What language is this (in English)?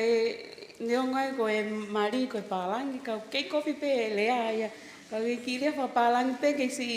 Tongan